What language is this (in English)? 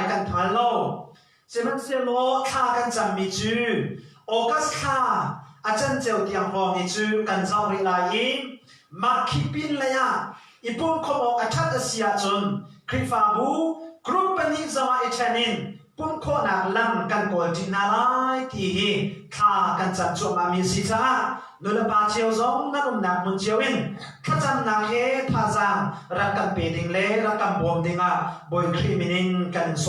Hakha Chin